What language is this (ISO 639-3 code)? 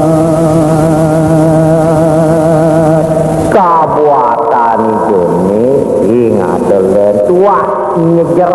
ban